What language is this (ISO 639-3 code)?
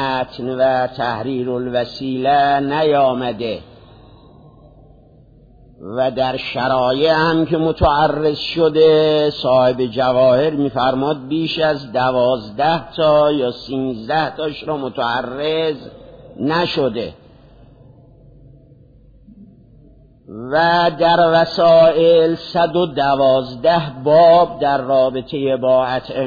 fas